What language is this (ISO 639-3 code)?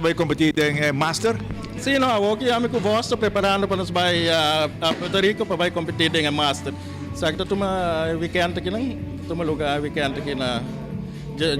pap